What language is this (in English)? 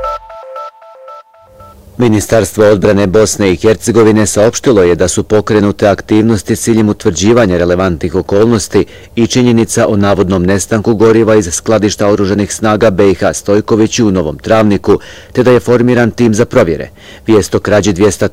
Bosnian